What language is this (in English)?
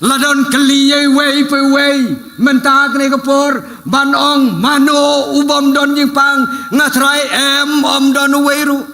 Khasi